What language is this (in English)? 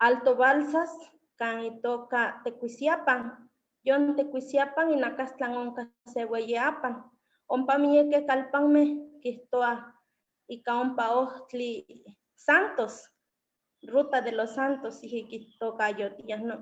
Eastern Huasteca Nahuatl